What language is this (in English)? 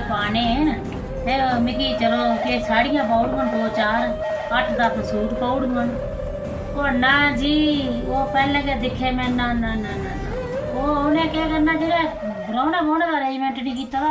Dogri